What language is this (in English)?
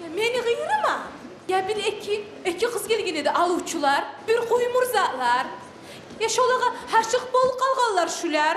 Kumyk